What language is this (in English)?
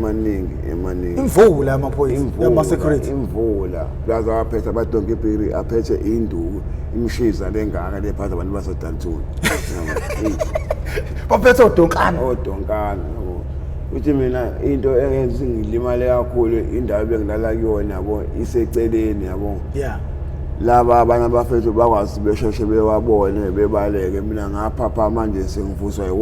Zulu